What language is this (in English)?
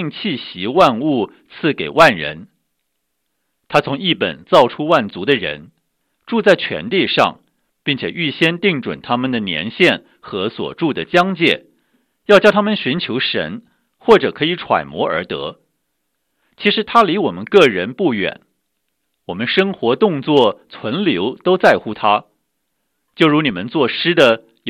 Chinese